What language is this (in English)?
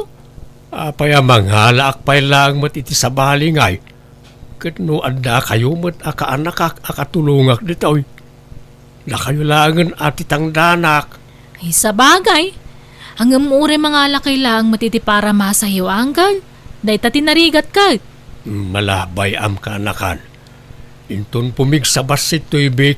Iloko